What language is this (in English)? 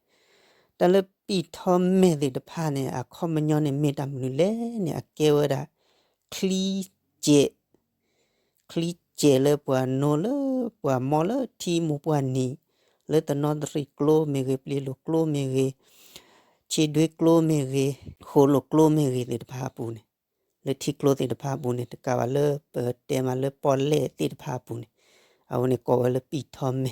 S'gaw Karen